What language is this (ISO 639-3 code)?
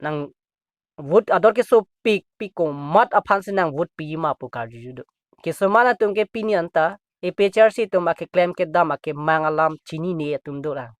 mjw